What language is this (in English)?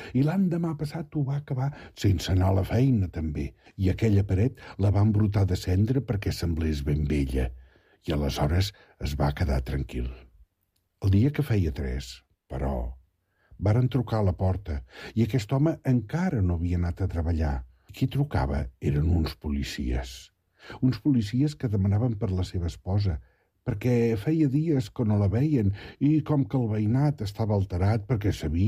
Catalan